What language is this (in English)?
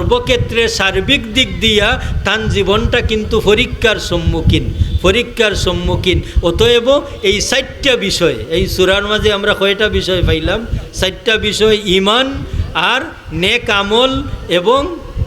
Sylheti